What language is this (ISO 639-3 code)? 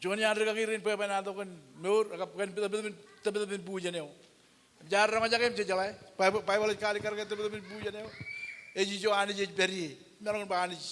mah